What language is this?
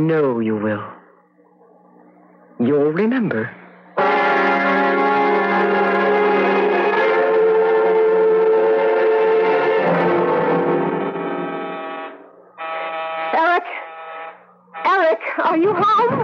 English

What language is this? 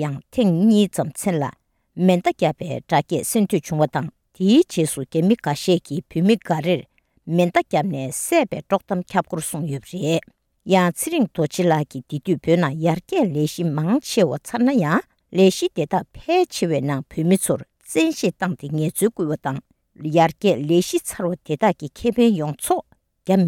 Tibetan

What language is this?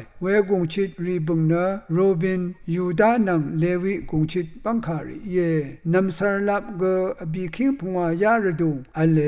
Rawang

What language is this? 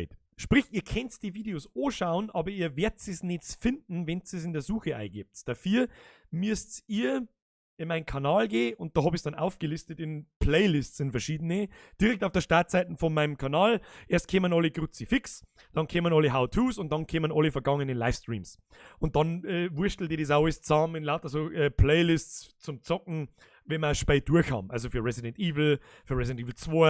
Bavarian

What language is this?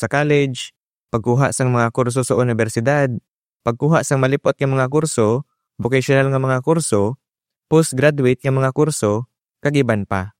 Hiligaynon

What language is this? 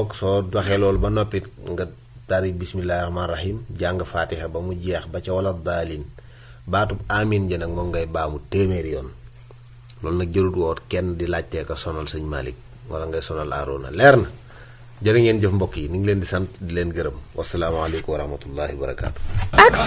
Wolof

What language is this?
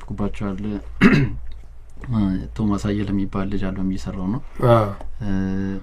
Amharic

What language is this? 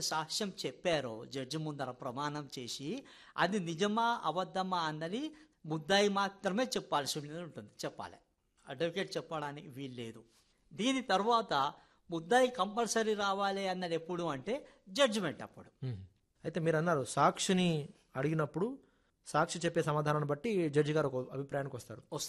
Telugu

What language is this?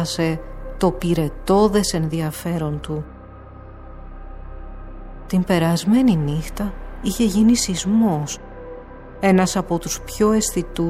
Greek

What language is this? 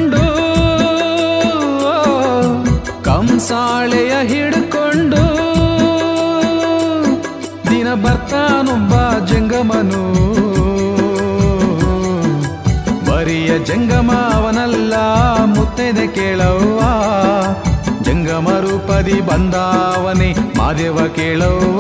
Kannada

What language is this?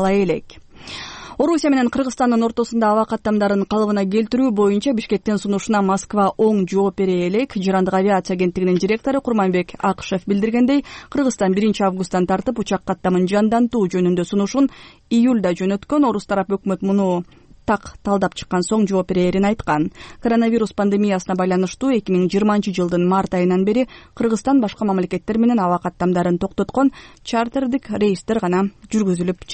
Kyrgyz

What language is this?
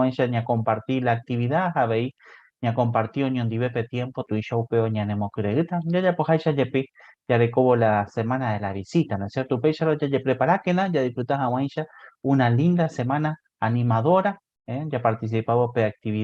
Guarani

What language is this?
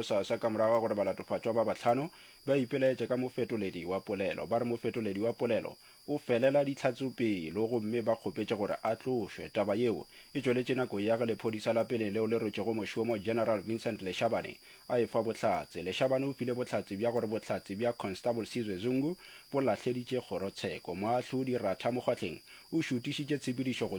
Northern Sotho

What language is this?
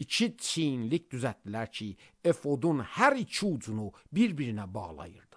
Azerbaijani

